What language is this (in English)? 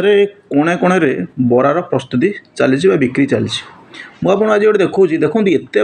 Odia